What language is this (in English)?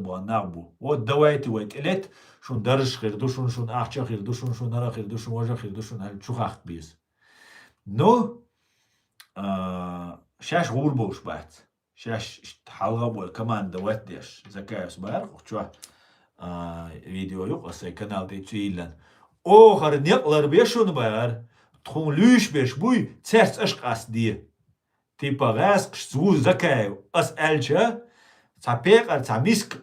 Chechen